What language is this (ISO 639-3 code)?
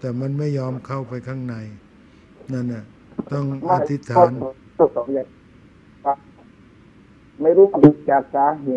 tha